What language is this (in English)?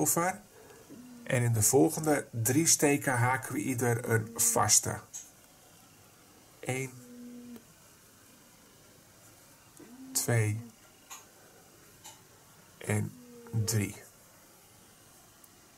Dutch